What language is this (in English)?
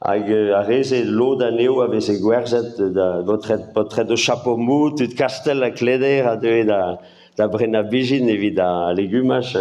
Breton